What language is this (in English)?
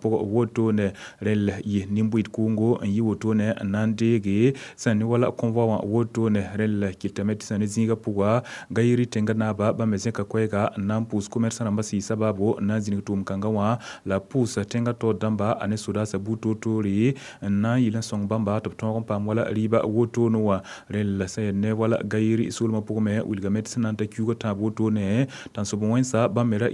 Mossi